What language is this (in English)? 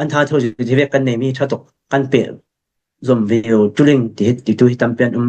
Falam Chin